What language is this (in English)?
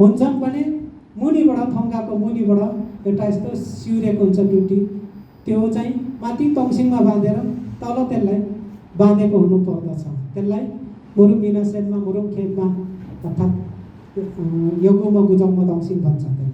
Nepali